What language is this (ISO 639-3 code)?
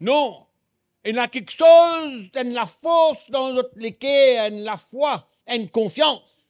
mfe